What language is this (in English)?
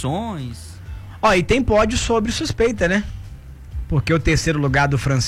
Portuguese